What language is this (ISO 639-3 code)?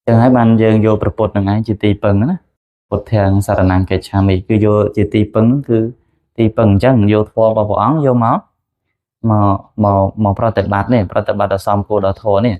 khm